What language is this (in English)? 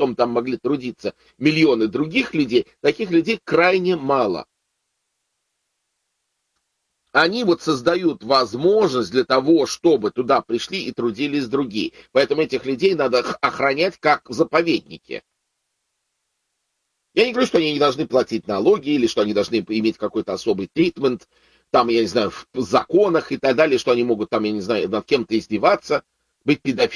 Russian